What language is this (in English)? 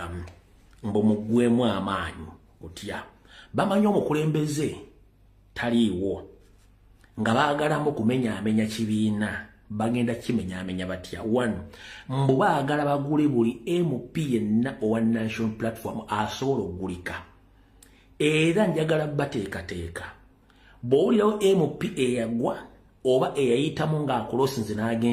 Ganda